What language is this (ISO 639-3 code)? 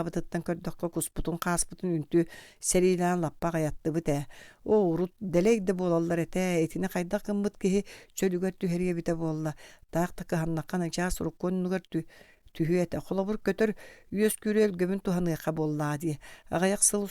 sah